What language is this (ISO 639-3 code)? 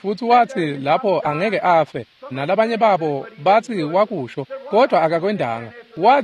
ssw